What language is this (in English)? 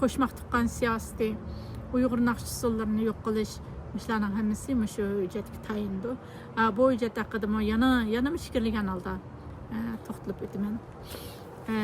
Uyghur